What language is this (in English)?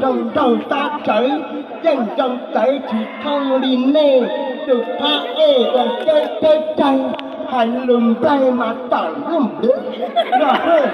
Hmong